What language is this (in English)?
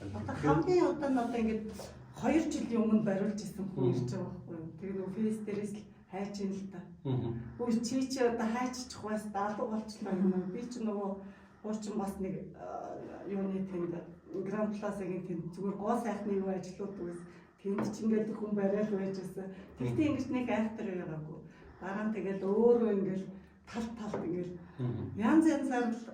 Mongolian